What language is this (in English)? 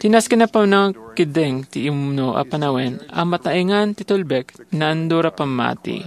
Iloko